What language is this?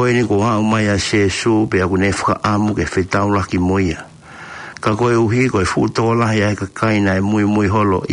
Tongan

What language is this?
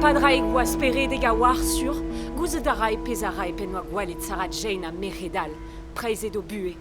Breton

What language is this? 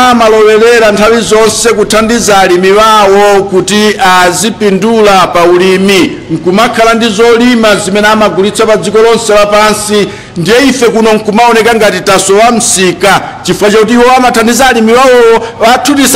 Nyanja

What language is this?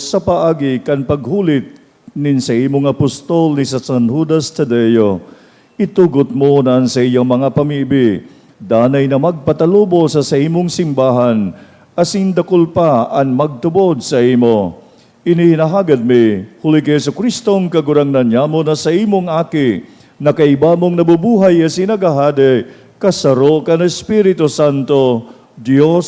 Bikol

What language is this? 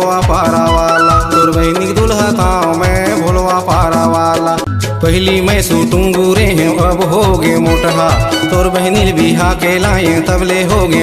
Chhattisgarhi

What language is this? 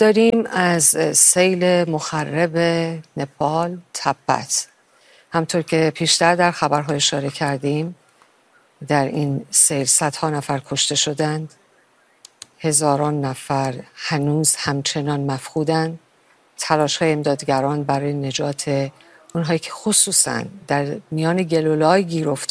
Persian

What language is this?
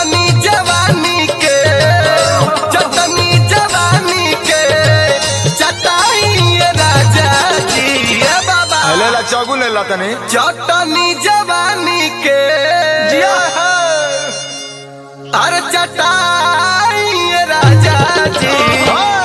Bhojpuri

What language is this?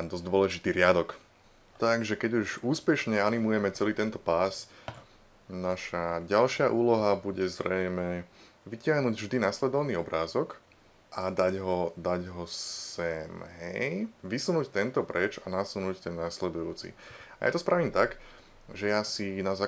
Slovak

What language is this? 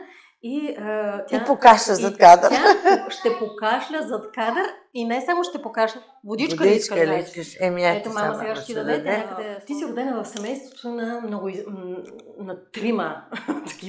Bulgarian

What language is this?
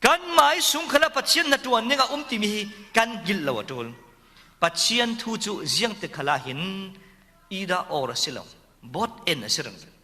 Falam Chin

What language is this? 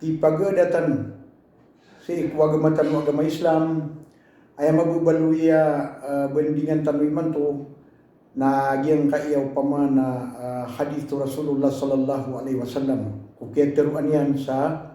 Maranao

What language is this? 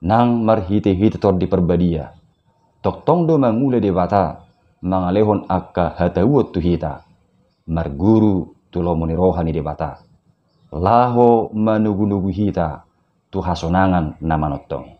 Batak Toba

